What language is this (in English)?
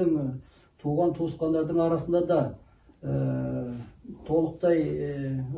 Kazakh